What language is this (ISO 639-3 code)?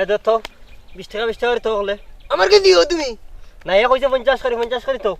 syl